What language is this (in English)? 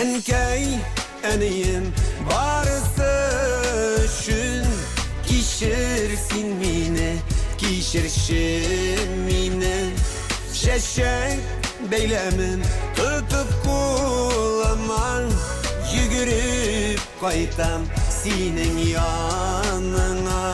Bashkir